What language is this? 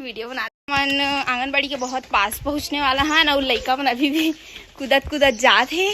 Chhattisgarhi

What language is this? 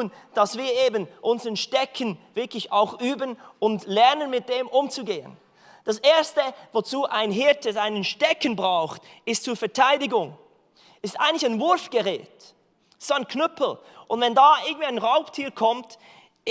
Swiss German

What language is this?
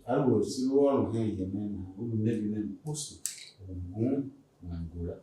Tiv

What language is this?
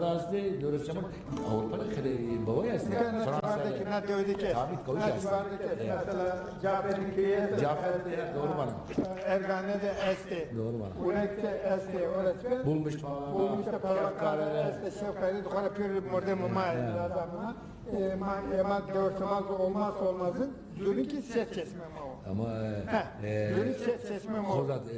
Zaza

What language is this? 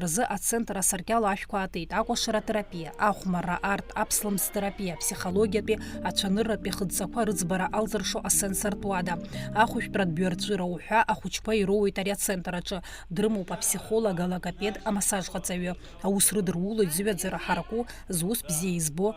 Abkhazian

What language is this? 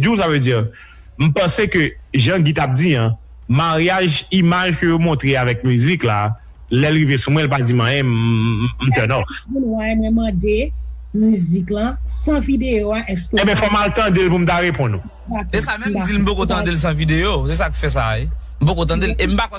Haitian Creole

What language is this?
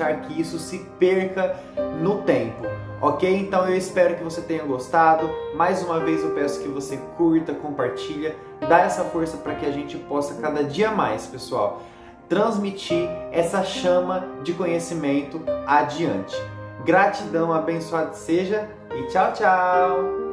Portuguese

